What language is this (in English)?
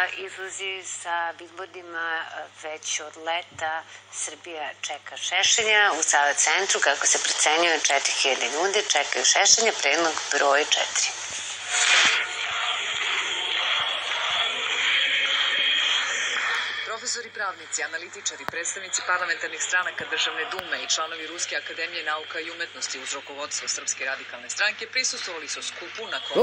Serbian